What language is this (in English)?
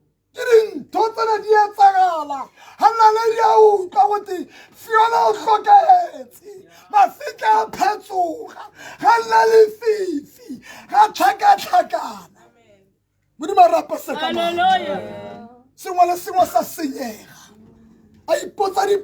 Tswana